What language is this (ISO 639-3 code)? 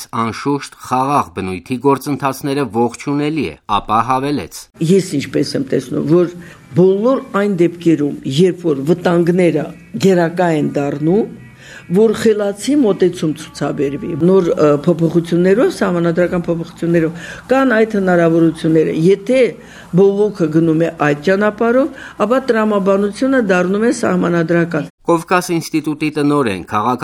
hye